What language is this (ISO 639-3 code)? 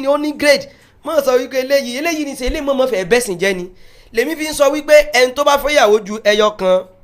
yor